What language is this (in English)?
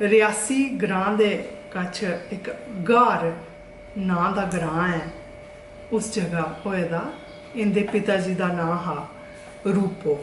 Dogri